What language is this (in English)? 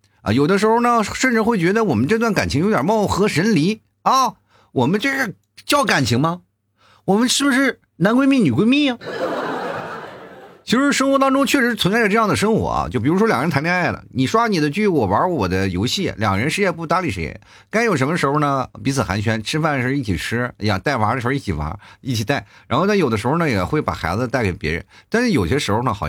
Chinese